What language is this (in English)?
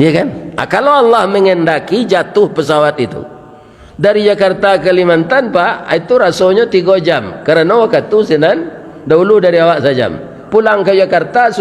Minangkabau